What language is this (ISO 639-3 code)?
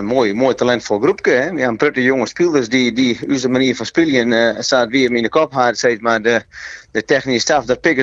fry